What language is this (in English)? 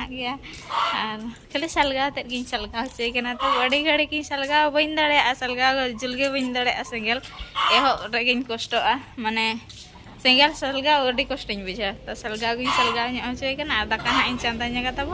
Santali